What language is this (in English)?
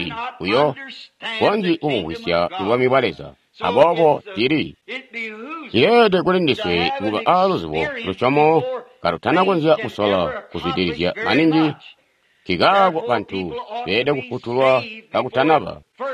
Tonga (Zambia)